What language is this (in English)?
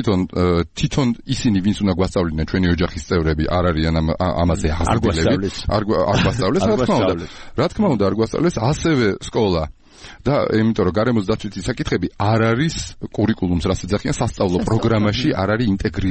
Georgian